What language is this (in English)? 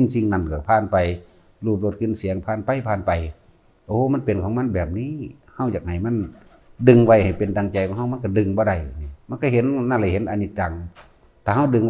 Northeastern Thai